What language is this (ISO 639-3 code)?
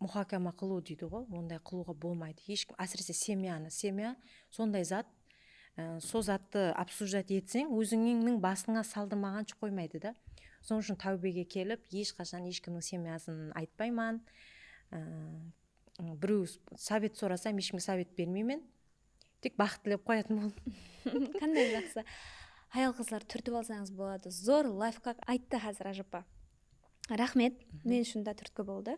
kaa